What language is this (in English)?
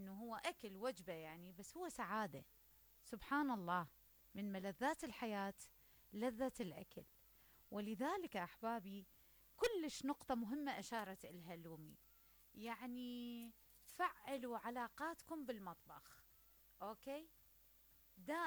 Mesopotamian Arabic